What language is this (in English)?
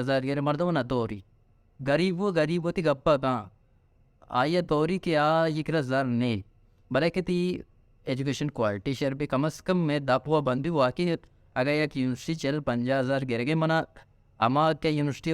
Baluchi